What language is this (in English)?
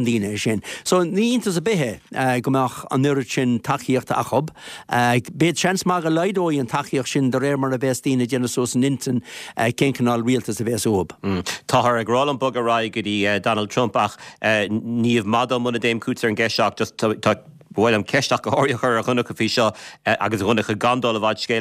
Irish